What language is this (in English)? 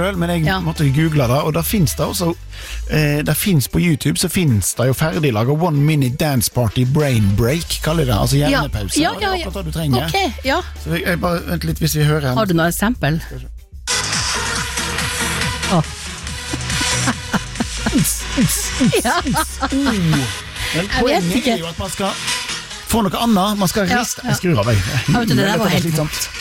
Norwegian